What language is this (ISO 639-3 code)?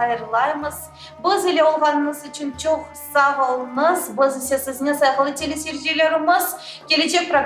crh